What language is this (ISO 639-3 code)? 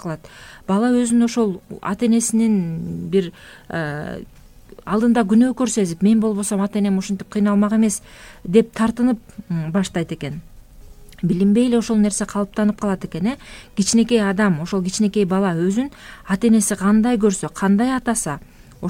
kir